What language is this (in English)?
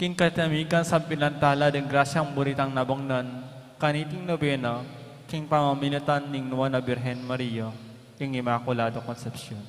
Pampanga